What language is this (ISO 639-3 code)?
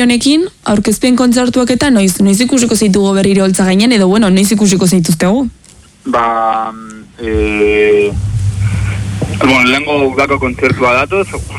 eus